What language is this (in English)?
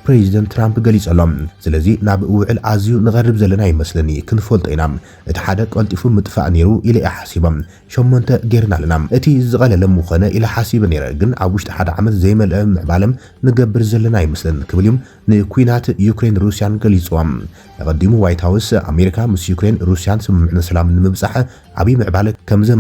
Tigrinya